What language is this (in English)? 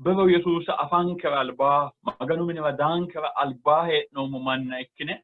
Sidamo